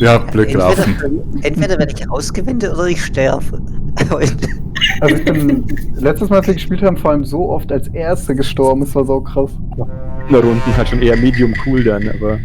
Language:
Swiss German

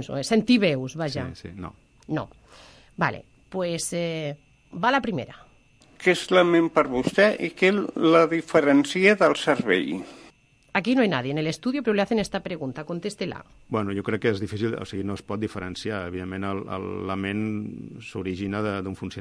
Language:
Catalan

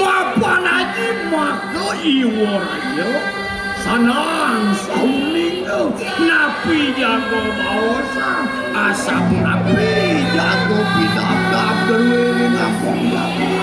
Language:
Balinese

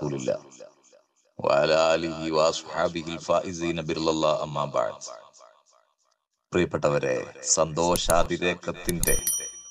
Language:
Malayalam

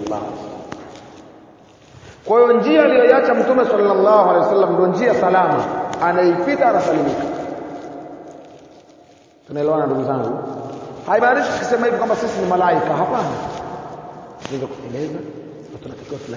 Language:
Swahili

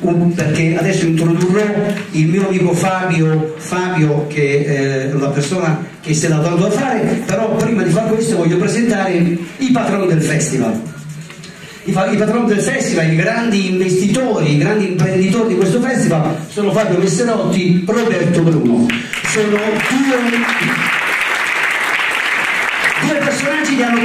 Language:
Italian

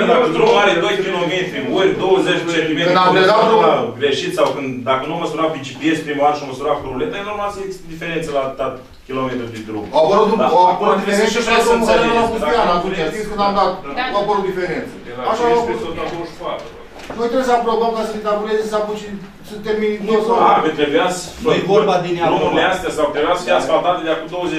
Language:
Romanian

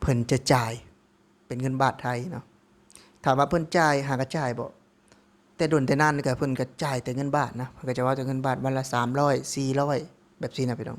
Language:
Lao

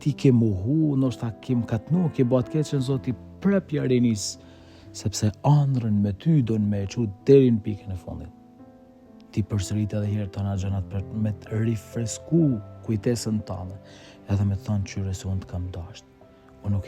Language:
Albanian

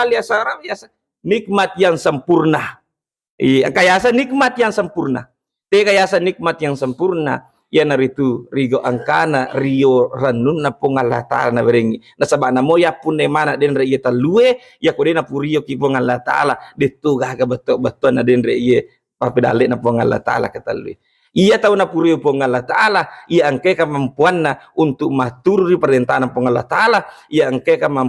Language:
Buginese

